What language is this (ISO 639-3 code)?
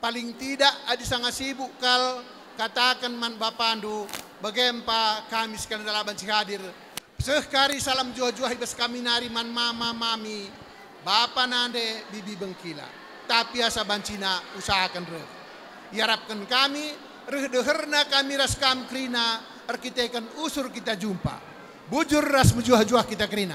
btx